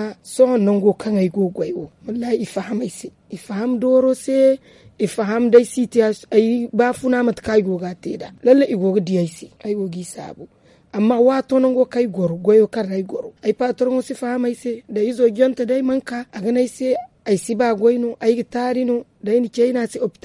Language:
Zarma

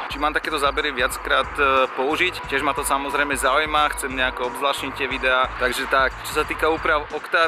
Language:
Slovak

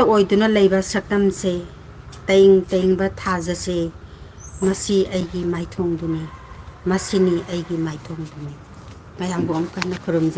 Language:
Manipuri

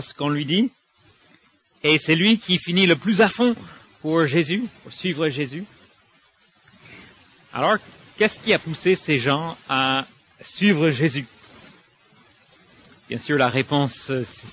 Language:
French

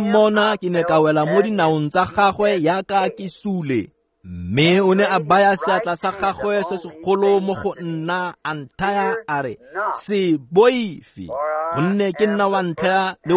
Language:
Tswana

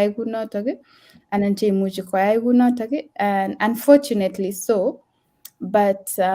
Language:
Kalenjin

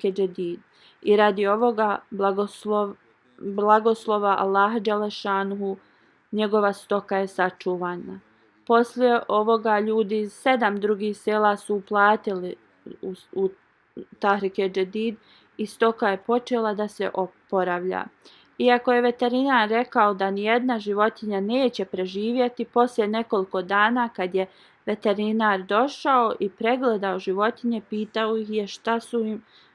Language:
Bosnian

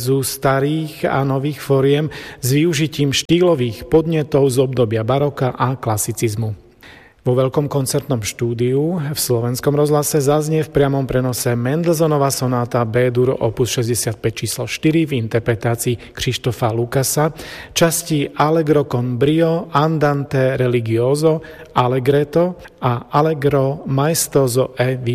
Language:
Slovak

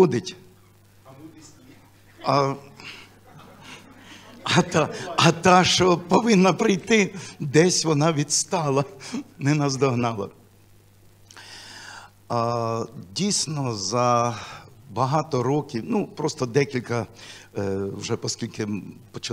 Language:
Ukrainian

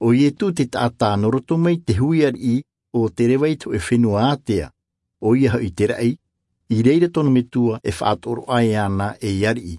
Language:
Tahitian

